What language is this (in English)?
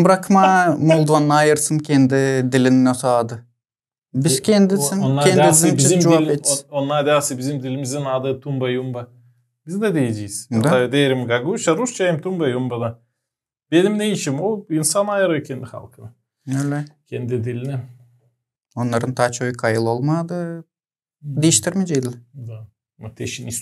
Gagauz